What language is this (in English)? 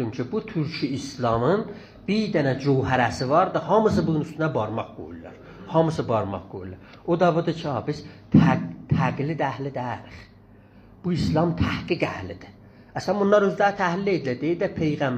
South Azerbaijani